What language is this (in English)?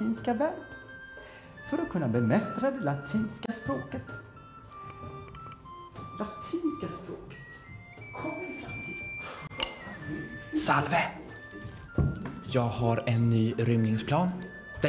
Swedish